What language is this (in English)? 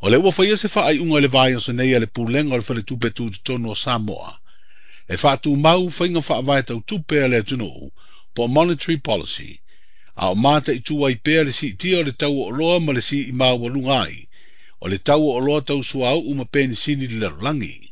Samoan